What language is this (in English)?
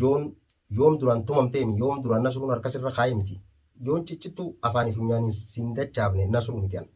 Oromo